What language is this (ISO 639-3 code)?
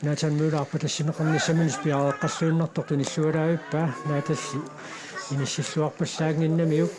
kal